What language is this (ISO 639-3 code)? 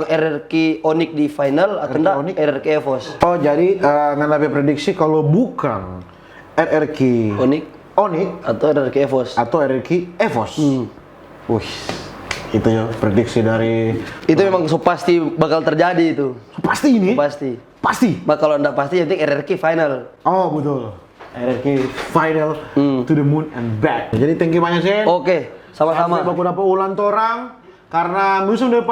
xmm